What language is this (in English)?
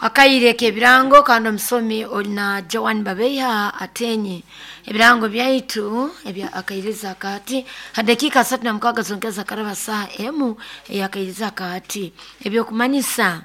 Nyoro